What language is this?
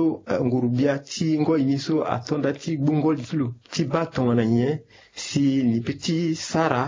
Sango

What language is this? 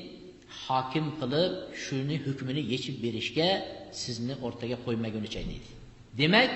Uzbek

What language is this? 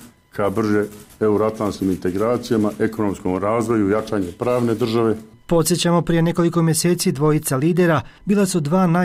Croatian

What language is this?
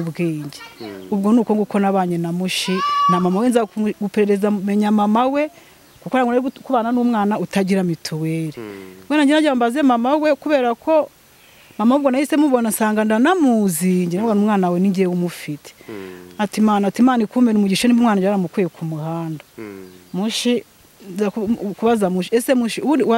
Kinyarwanda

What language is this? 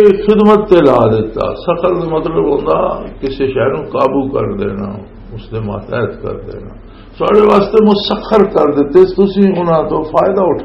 Western Panjabi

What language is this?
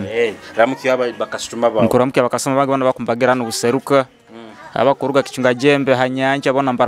Nyoro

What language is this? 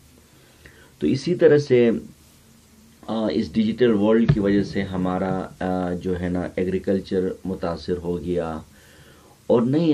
Urdu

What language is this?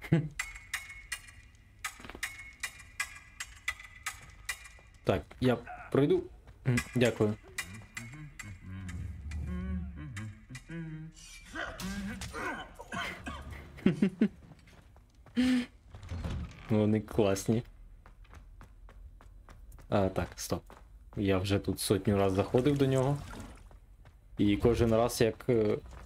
Ukrainian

